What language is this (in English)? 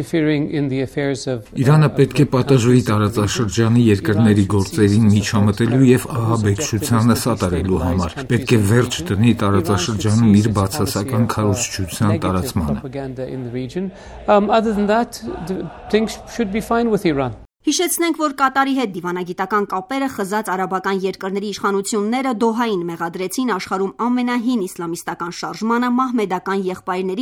Armenian